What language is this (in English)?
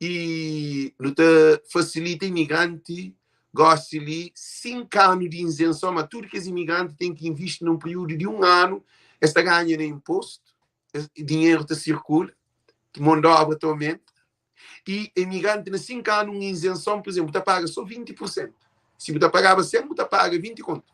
Kabuverdianu